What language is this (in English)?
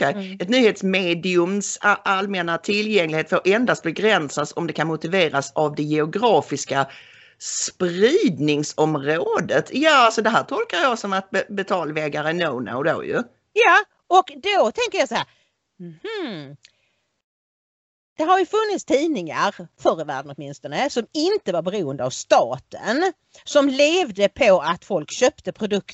Swedish